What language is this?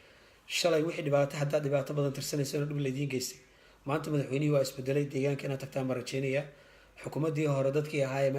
Somali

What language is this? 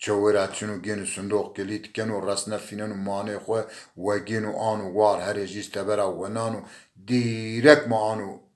Zaza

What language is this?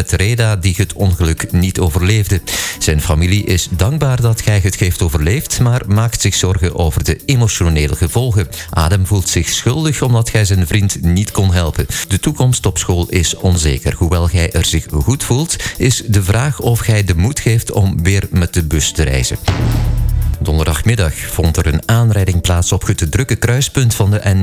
Dutch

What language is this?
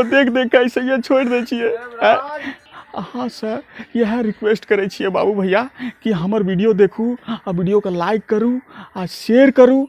Angika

